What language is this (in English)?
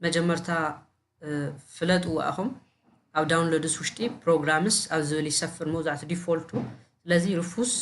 Tigrinya